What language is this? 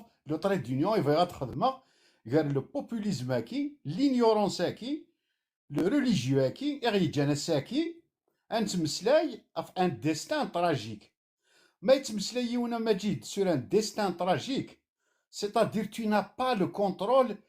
Kabyle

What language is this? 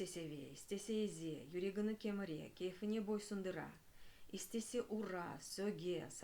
Crimean Tatar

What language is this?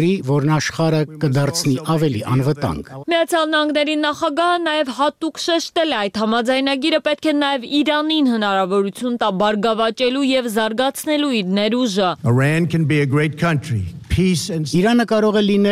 Armenian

